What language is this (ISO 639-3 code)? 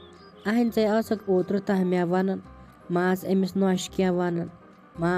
kas